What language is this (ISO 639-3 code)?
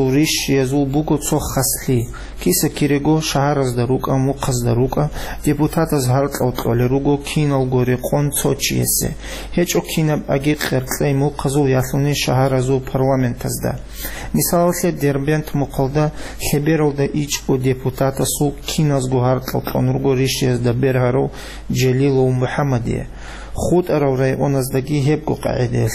ava